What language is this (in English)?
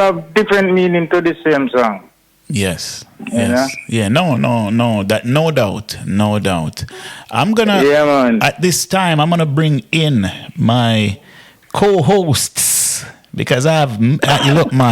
Jamaican Creole English